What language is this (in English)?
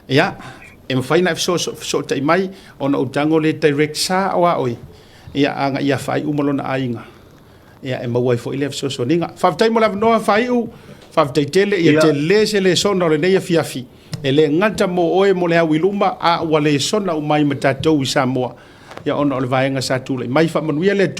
Samoan